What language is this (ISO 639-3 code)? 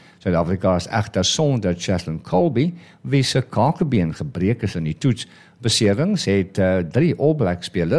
afr